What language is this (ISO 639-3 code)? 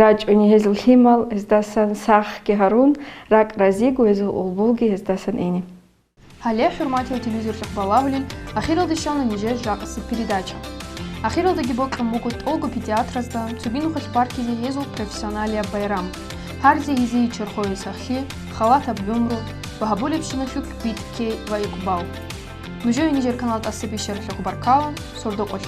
ava